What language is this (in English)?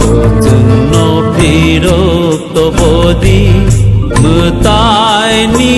Kok Borok